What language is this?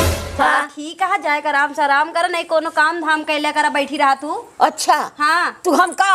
Awadhi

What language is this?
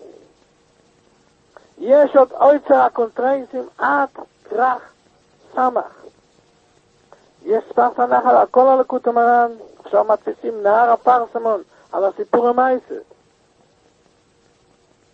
Hebrew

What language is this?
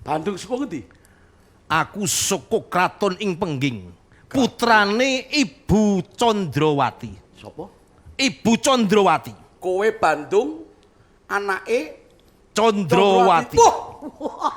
Javanese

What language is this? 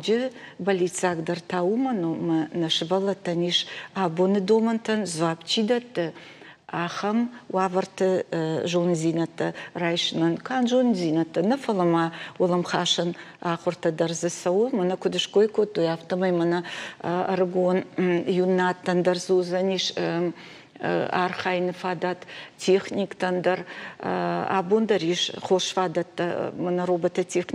Ossetic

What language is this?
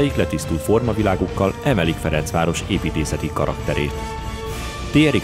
Hungarian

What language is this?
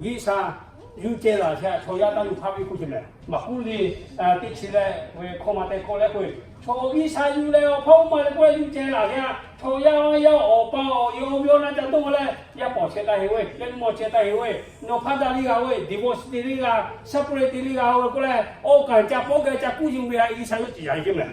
Lahu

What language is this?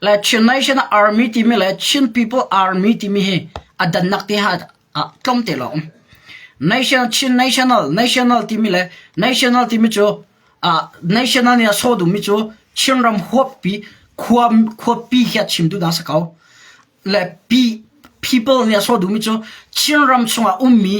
Hakha Chin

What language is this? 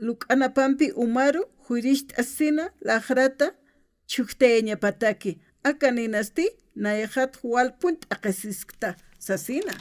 Aymara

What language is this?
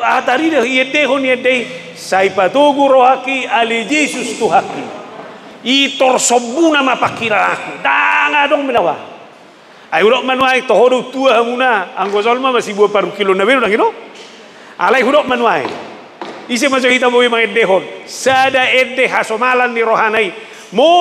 Batak Toba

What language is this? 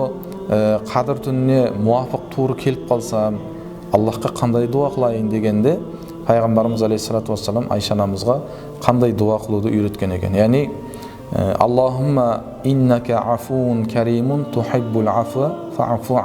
Kara-Kalpak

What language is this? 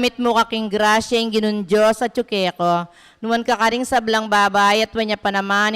Pampanga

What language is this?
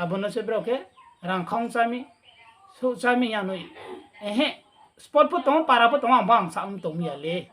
Riang (India)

